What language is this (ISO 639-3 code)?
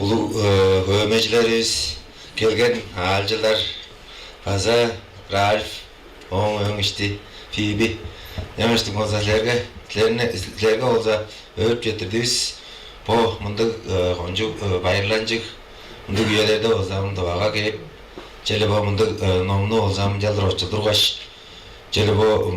tyv